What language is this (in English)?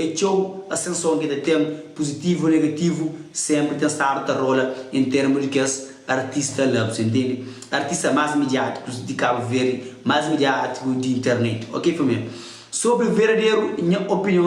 Kabuverdianu